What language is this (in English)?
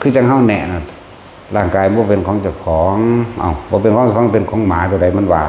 Northeastern Thai